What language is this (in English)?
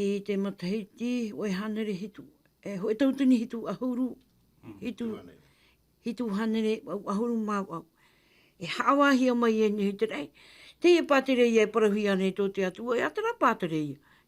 Tahitian